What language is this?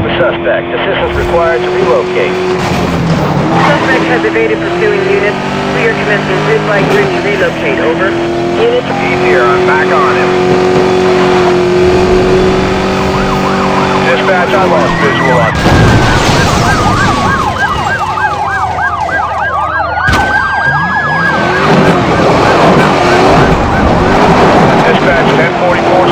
English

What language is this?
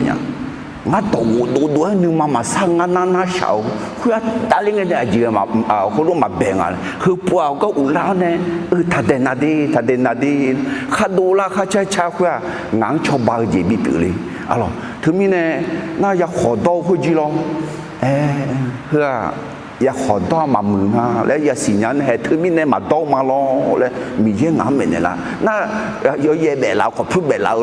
Akha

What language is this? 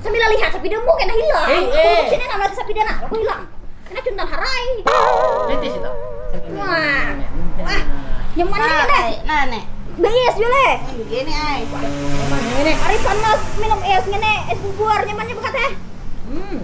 Banjar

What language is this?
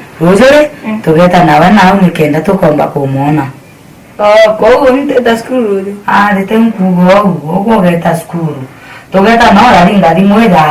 Meru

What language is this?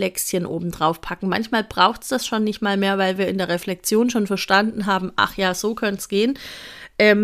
German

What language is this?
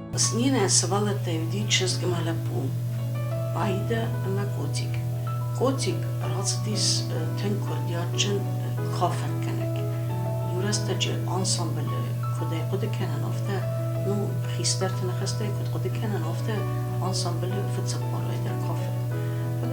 Ossetic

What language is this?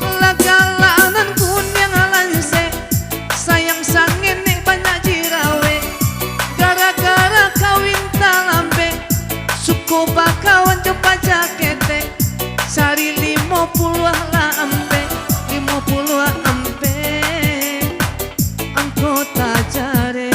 Minangkabau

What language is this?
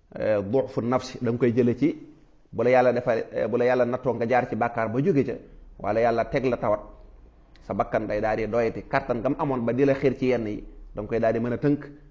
Wolof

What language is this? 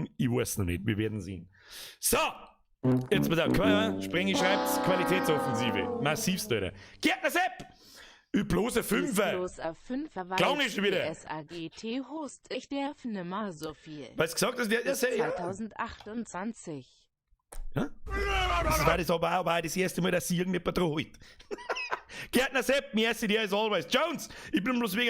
Bavarian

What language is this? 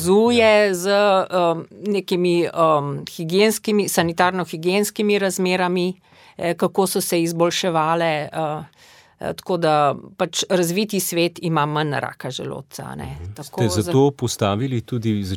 Slovenian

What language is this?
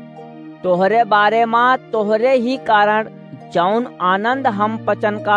Awadhi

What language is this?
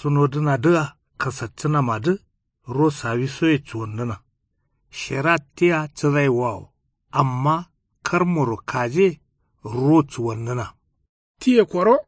Kanuri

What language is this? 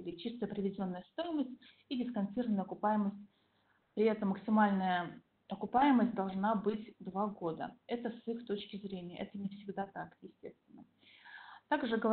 Russian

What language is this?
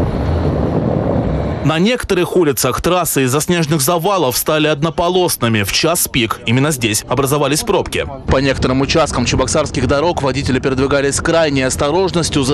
Russian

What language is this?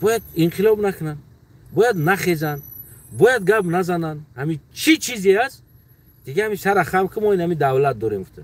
Tajik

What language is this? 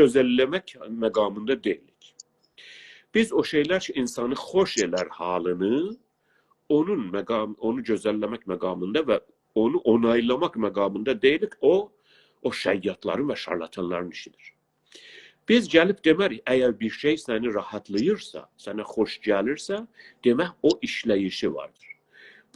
South Azerbaijani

